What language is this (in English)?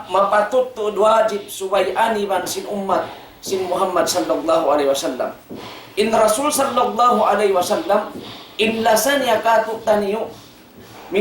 Tausug